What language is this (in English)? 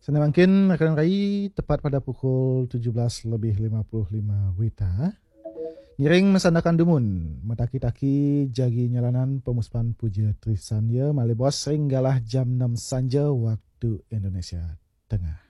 Balinese